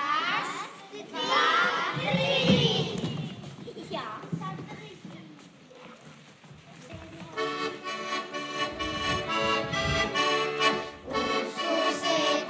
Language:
Slovak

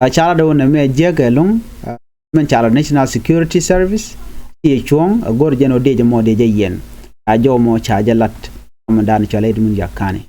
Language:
Nuer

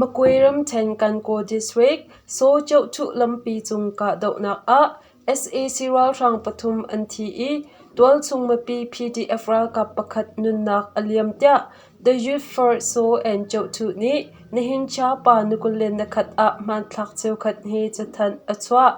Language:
Hakha Chin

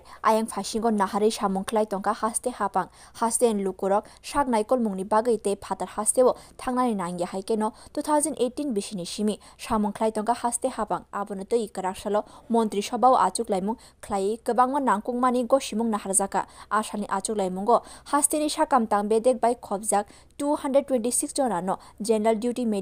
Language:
Kok Borok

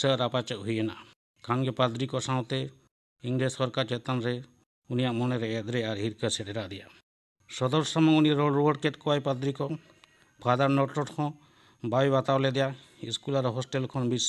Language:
Santali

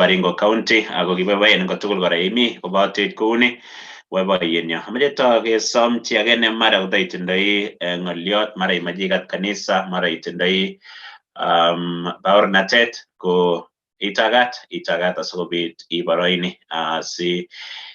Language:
Kalenjin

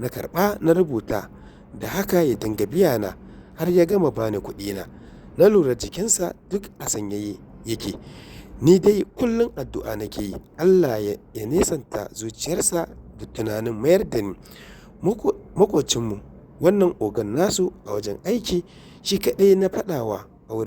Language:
Hausa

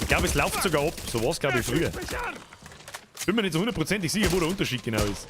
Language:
Bavarian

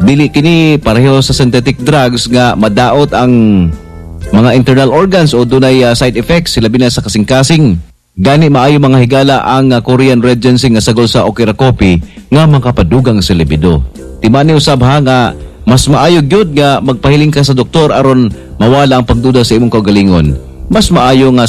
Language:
Cebuano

